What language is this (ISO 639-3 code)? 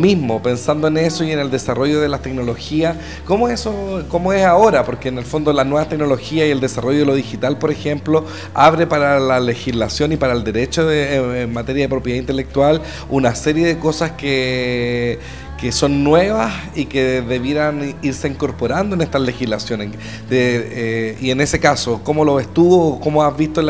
spa